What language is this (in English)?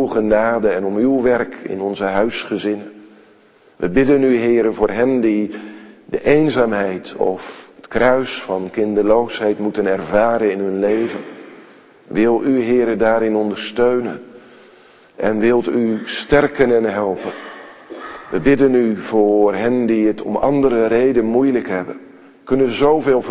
Dutch